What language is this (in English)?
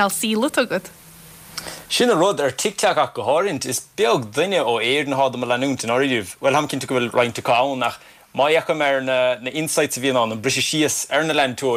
Irish